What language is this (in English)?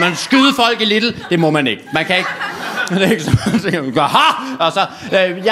Danish